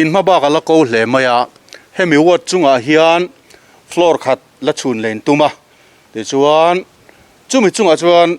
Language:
Mizo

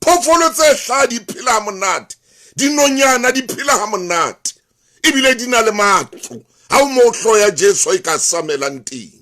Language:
Southern Sotho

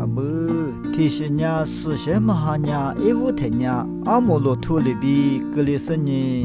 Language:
Lisu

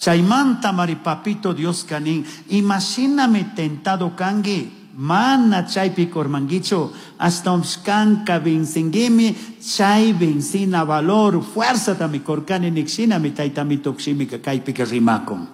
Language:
Chimborazo Highland Quichua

